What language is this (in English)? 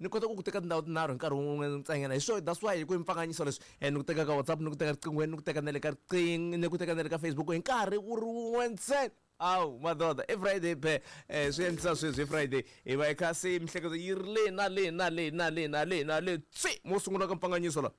Tsonga